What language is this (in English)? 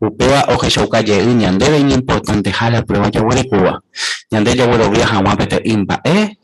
Guarani